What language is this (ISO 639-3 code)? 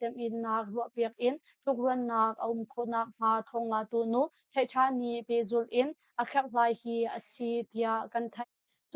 cnh